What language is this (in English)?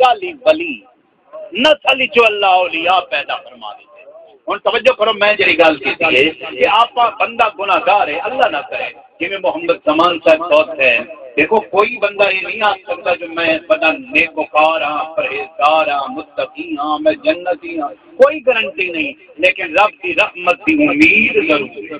Saraiki